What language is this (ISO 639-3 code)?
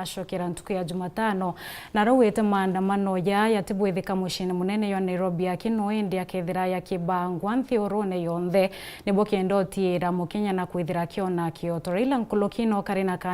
mer